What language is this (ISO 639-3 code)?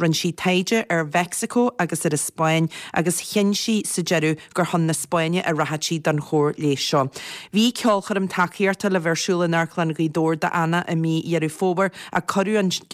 gle